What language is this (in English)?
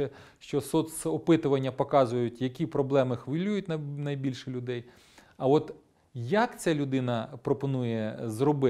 Ukrainian